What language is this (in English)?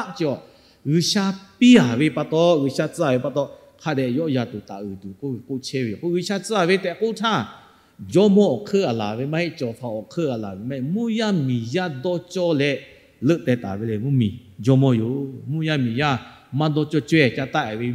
Lahu